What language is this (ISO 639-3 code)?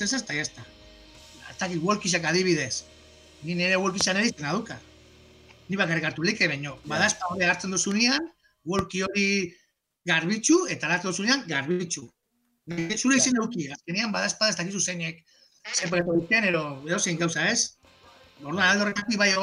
eus